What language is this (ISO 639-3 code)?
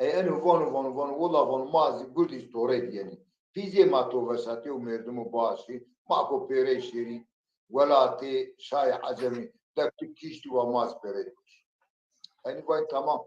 zza